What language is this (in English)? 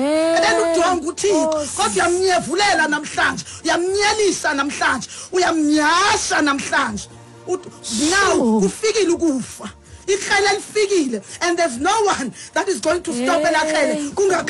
Xhosa